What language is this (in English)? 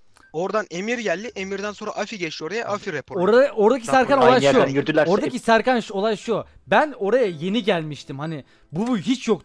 Turkish